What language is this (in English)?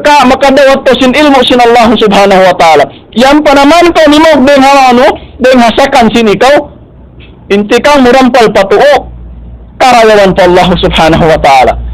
Tausug